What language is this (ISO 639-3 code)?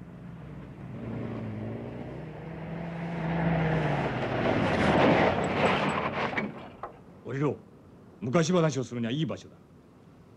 jpn